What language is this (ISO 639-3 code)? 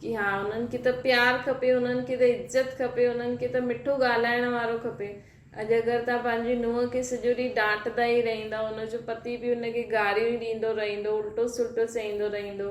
snd